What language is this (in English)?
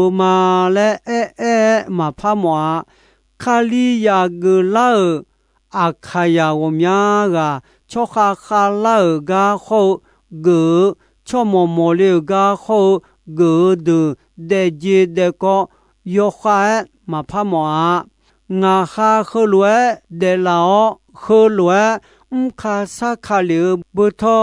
Akha